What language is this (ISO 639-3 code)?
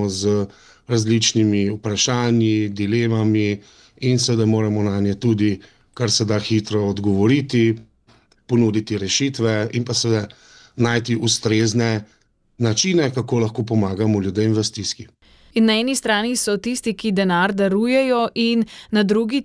slv